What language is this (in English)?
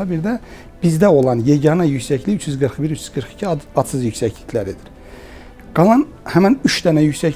Azerbaijani